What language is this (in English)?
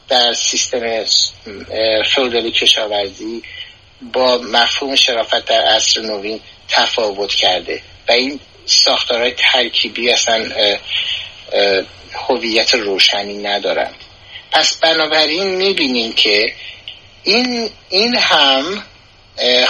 Persian